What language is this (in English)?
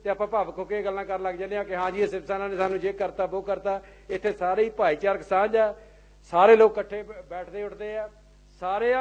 Punjabi